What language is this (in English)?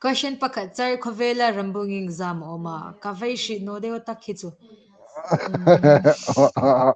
Hmar